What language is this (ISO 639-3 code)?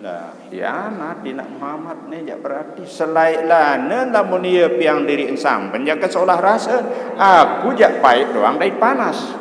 sas